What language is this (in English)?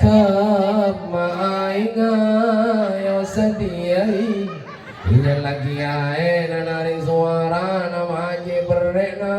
Madurese